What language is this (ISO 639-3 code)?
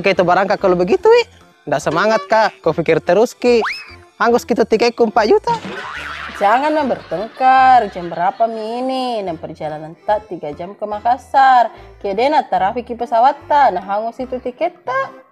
bug